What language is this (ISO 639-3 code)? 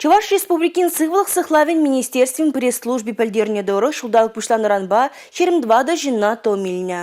chv